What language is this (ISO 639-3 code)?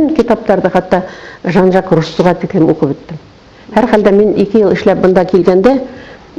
bak